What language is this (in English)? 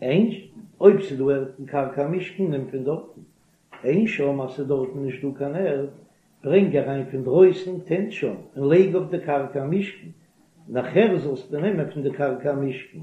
Yiddish